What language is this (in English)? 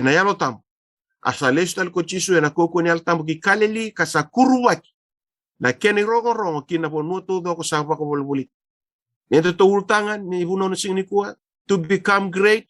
Fijian